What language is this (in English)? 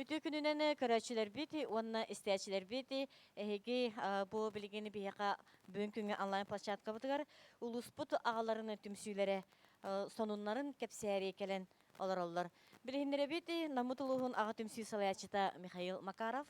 Yakut